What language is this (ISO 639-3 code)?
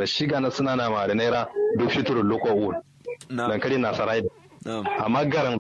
kau